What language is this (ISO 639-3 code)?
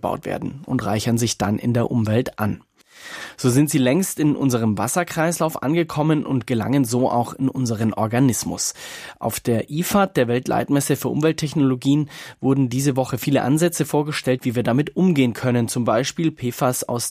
deu